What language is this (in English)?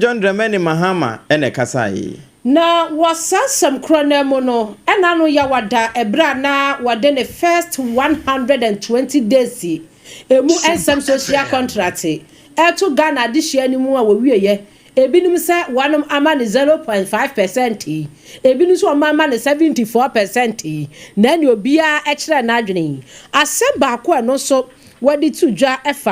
Akan